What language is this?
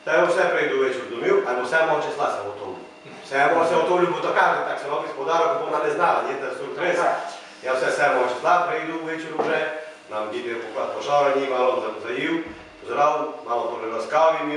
Rusyn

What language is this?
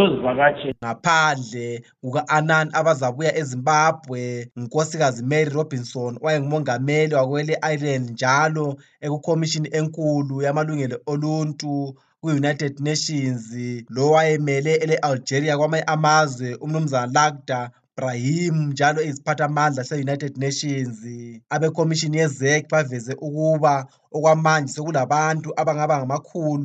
North Ndebele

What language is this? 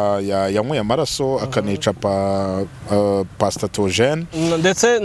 Kinyarwanda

